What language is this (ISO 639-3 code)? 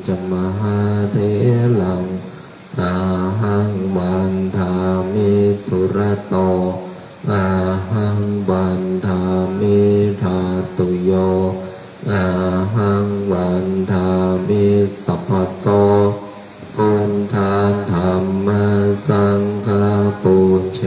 pli